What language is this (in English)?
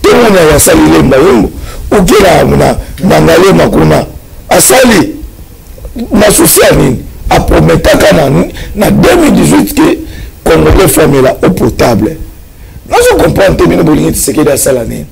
Lingala